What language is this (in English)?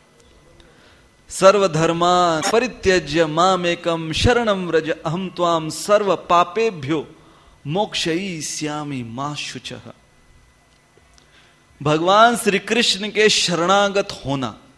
Hindi